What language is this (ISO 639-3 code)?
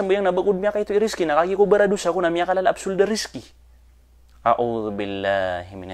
mrw